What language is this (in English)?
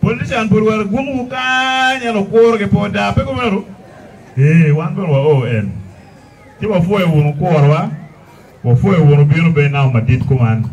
Acoli